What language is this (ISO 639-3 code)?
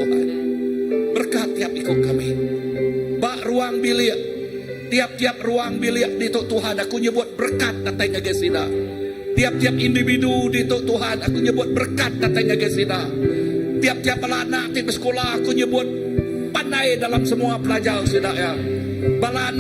iba